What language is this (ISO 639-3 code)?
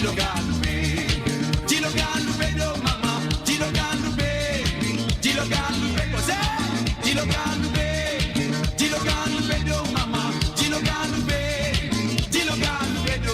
mfe